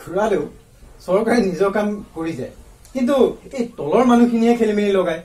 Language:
Assamese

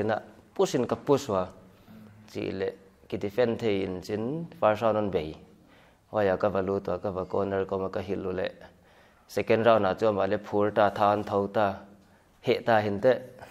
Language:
Paite Chin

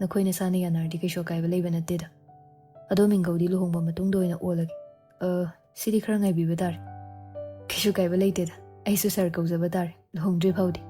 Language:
Manipuri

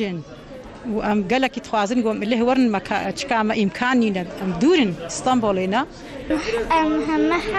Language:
Kurdish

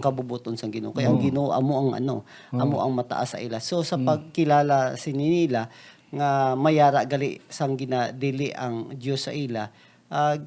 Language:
Hiligaynon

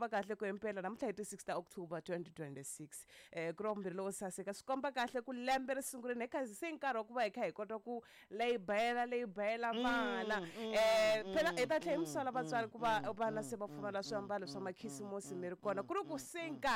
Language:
Tsonga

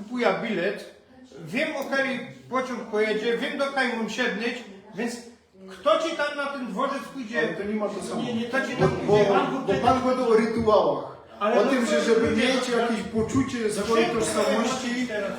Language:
Silesian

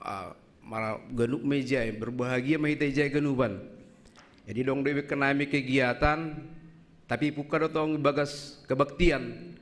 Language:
Batak Simalungun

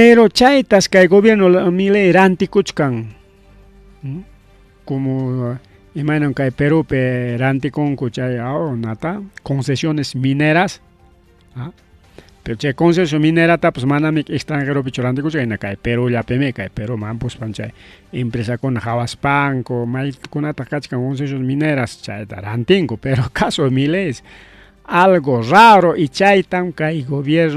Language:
Ayacucho Quechua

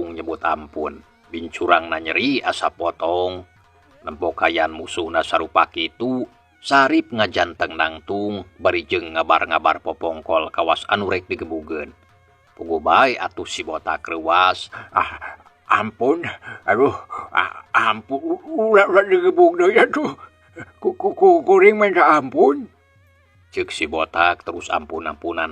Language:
Sundanese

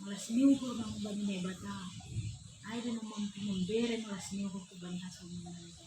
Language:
Batak Simalungun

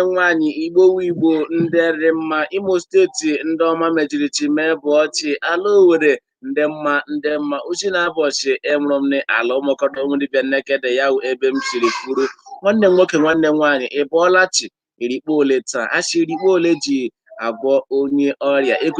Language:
Igbo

